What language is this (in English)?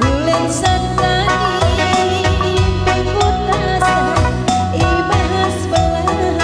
Batak Karo